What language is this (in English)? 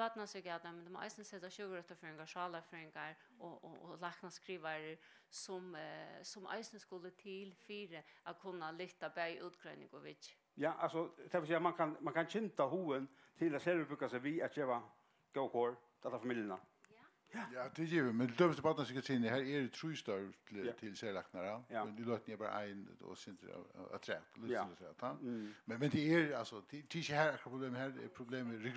Faroese